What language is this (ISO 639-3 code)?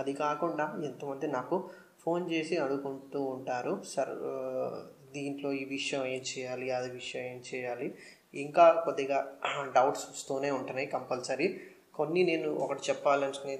tel